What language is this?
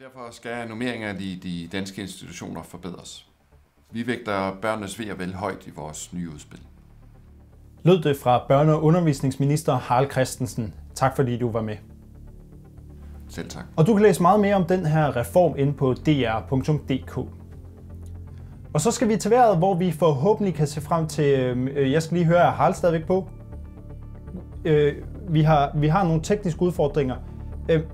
Danish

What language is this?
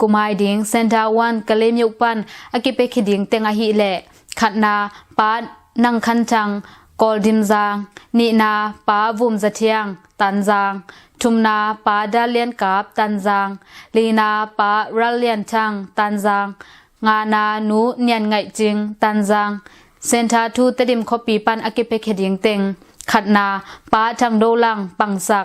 Tedim Chin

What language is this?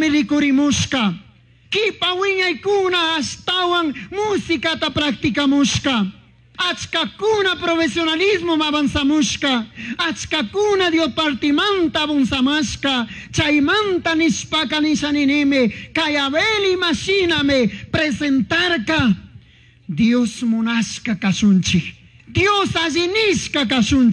Chimborazo Highland Quichua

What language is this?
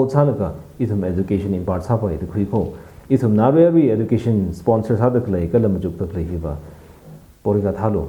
Tangkhul Naga (India)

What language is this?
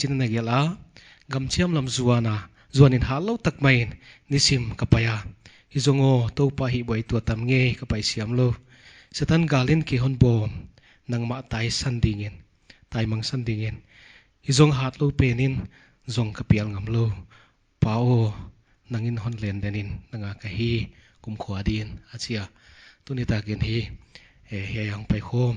Paite Chin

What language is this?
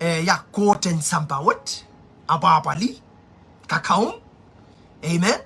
Pohnpeian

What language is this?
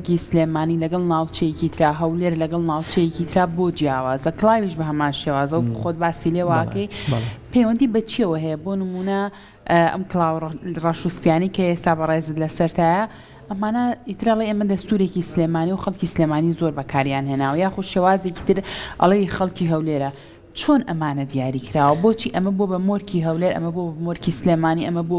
Central Kurdish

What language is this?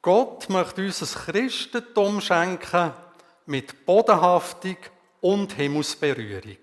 Swiss German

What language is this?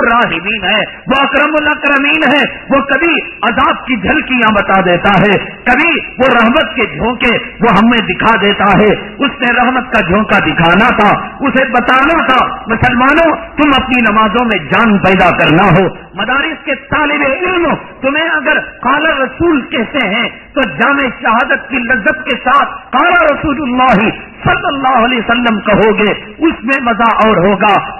Urdu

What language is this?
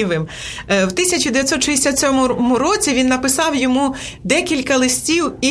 Ukrainian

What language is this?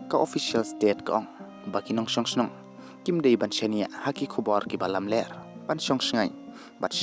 Khasi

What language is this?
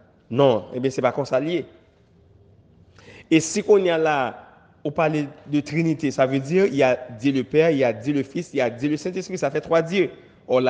French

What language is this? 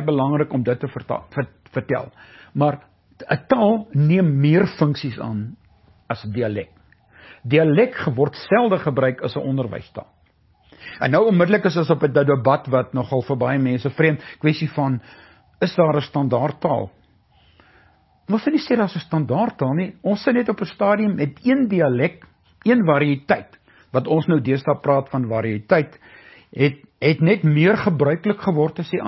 Afrikaans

